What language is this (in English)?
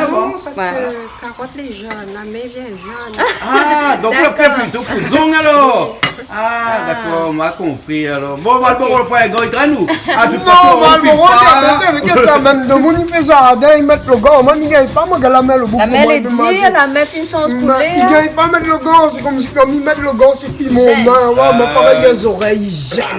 Réunion Creole French